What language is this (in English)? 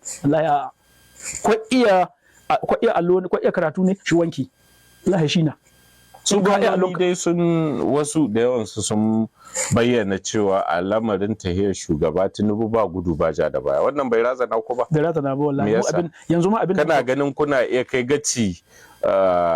Hausa